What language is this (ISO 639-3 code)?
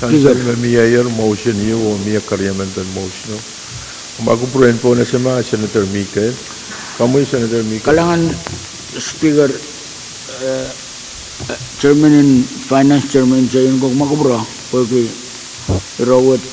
pon